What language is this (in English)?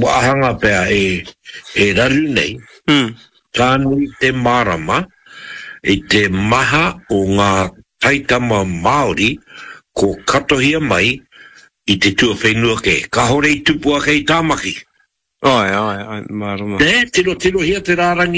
Māori